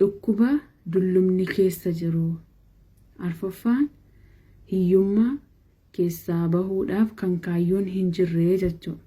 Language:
Oromo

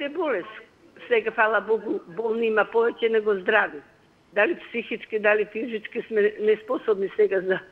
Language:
Macedonian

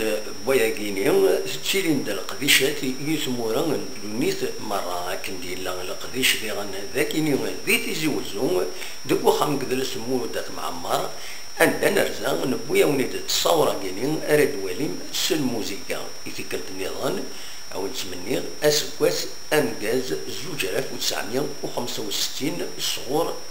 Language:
Kabyle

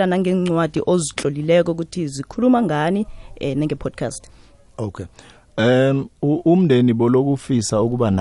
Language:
South Ndebele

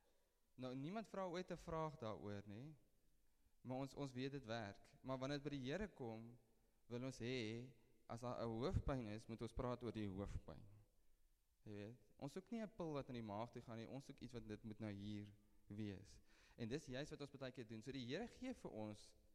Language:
Afrikaans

